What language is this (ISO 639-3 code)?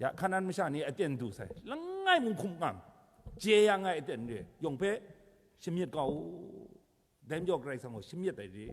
kac